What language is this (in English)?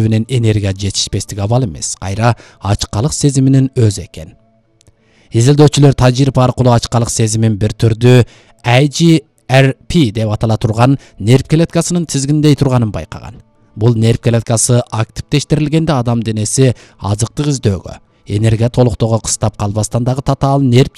Kyrgyz